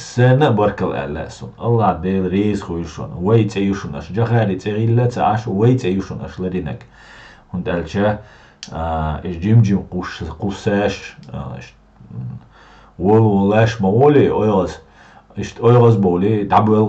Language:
Chechen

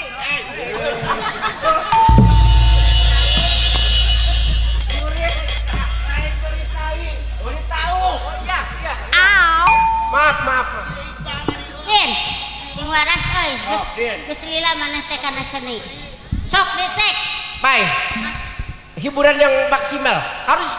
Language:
Sundanese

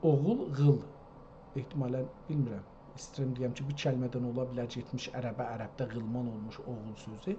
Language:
South Azerbaijani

